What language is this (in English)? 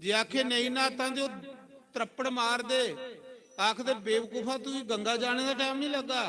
Dogri